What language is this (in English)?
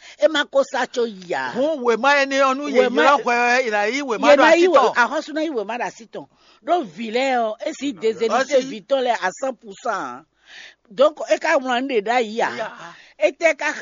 Fon